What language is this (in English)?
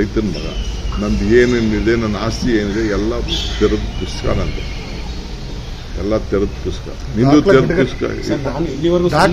Kannada